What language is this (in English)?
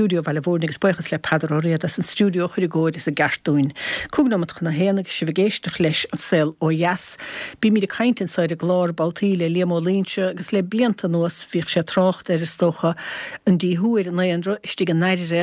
Irish